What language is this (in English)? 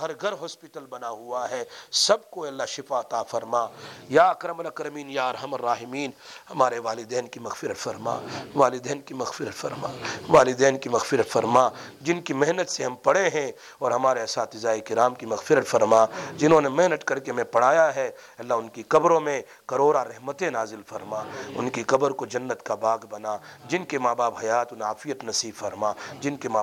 Urdu